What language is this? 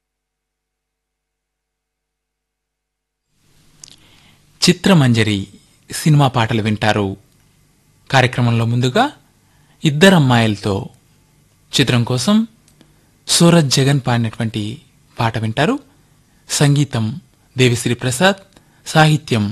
Telugu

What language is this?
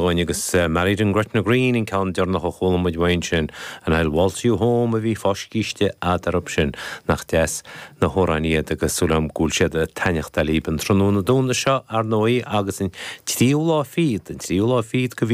Irish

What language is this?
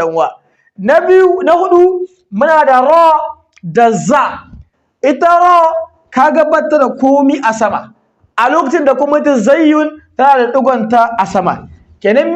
Hausa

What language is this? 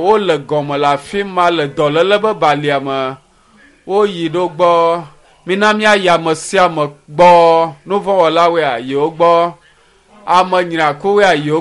Ewe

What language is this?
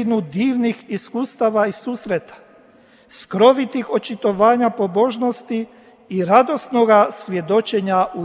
Croatian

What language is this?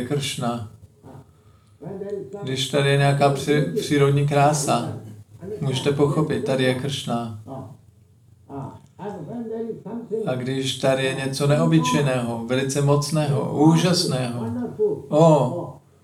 Czech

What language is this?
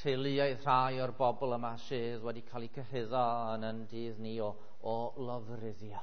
Welsh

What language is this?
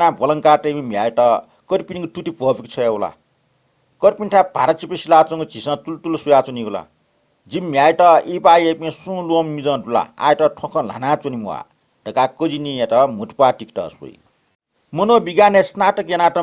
Newari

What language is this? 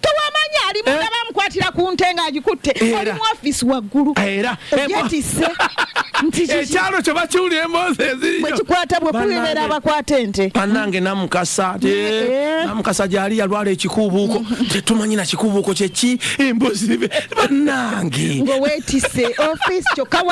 Ganda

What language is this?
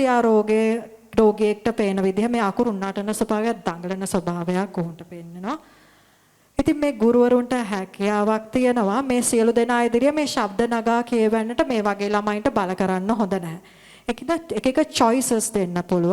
Sinhala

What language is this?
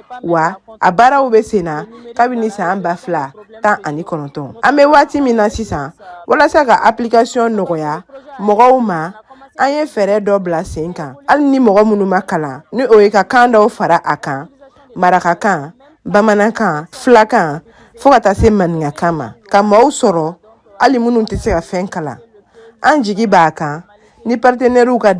Bambara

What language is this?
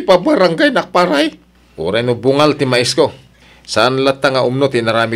Iloko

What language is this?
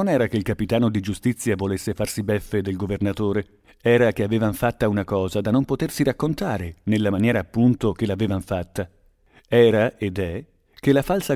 Italian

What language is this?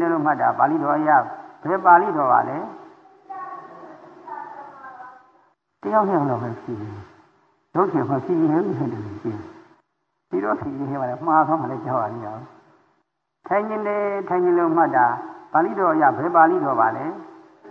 Burmese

